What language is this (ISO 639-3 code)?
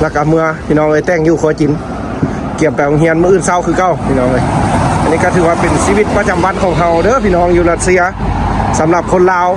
lao